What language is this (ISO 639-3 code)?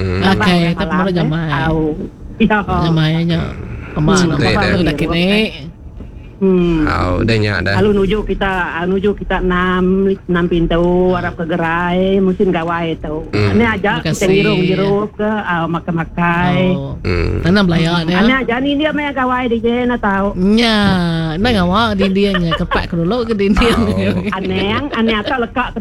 iba